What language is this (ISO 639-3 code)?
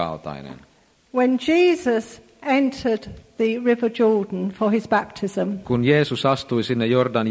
fin